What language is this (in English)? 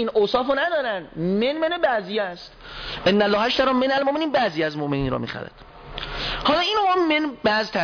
Persian